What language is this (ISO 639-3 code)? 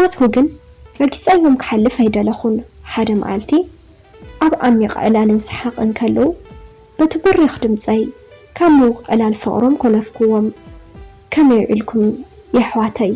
tir